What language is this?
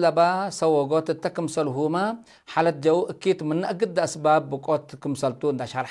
Tigre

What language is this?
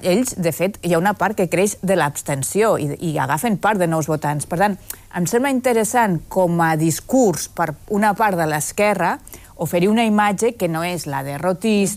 Catalan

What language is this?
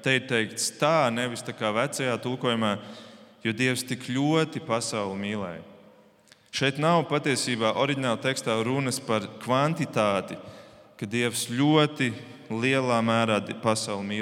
Latvian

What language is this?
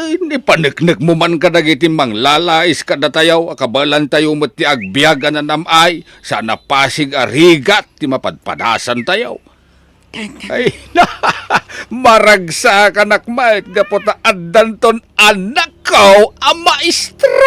Iloko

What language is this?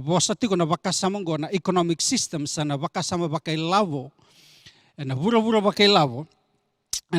Fijian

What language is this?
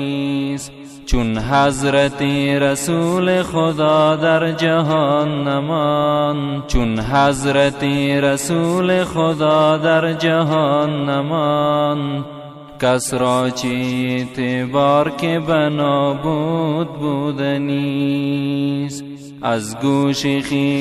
Persian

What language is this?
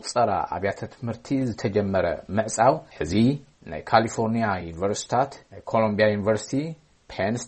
Tigrinya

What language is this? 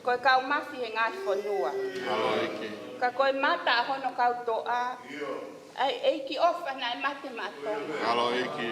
Tongan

